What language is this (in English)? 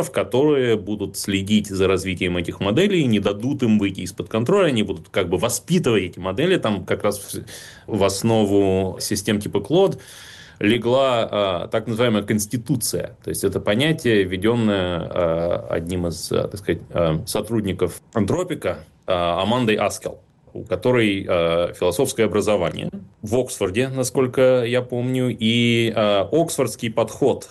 Russian